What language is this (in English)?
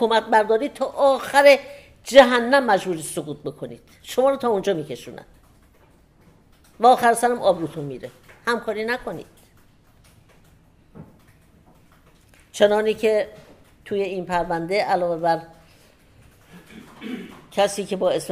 Persian